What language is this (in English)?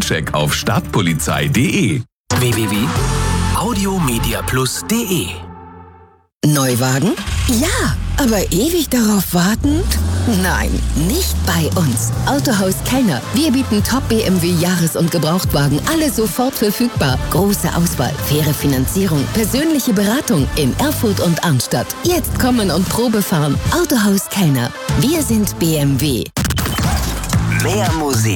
German